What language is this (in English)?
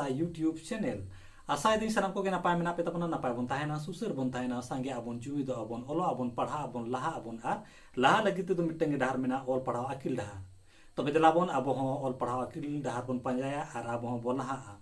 Santali